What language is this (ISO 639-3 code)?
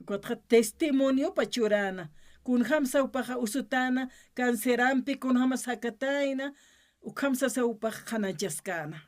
aym